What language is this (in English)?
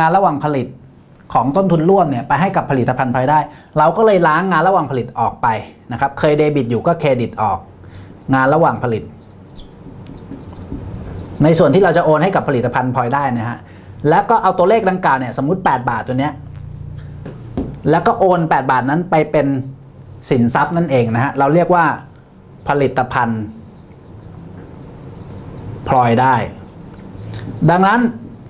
Thai